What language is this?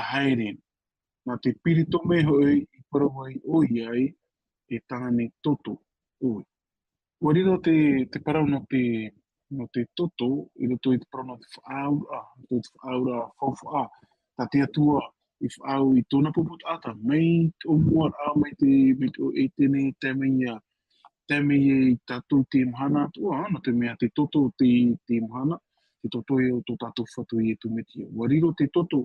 Tahitian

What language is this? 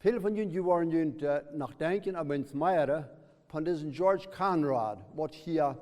Plautdietsch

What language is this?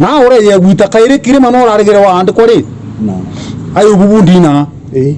Meru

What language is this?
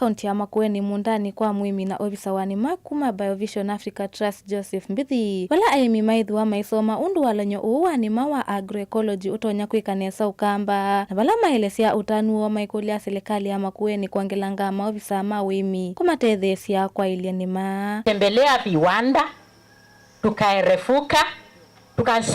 Kamba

